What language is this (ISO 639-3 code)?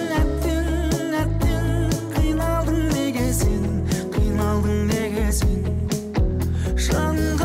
kaz